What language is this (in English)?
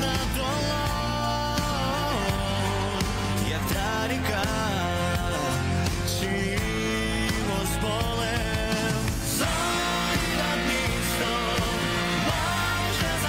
Ukrainian